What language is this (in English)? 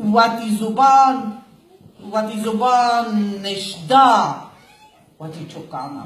Baluchi